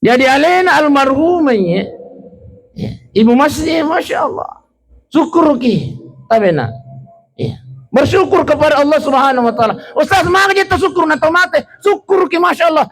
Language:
Buginese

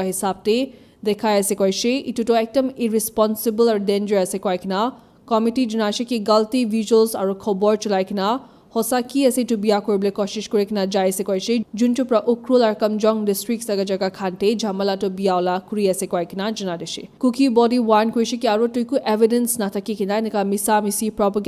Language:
Naga Pidgin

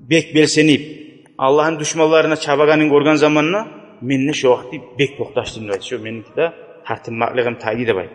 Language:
Kumyk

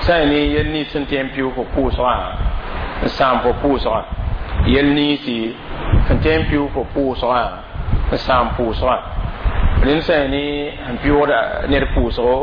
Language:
Mossi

